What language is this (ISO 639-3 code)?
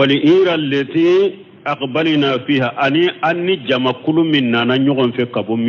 bam